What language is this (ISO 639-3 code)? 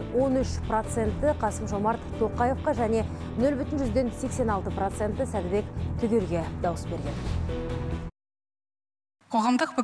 kaz